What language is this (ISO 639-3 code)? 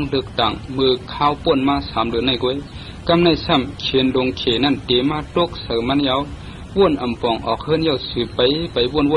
shn